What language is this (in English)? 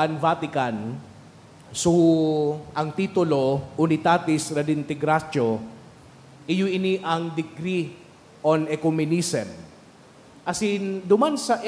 Bikol